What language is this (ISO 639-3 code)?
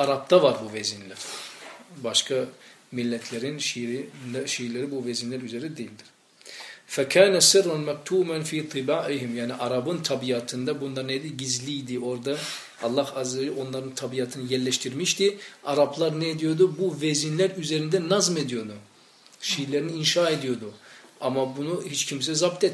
tur